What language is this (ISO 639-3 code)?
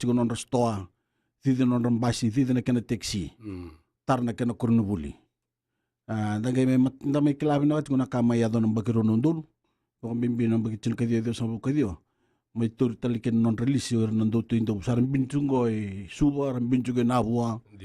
fij